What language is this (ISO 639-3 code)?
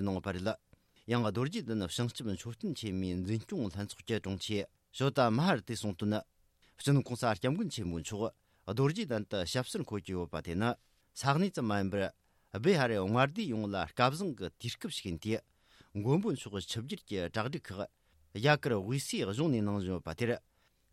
bod